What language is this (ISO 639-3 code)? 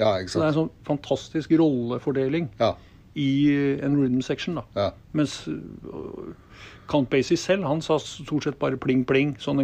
nor